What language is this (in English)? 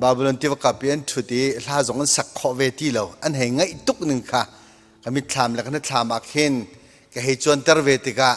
Hakha Chin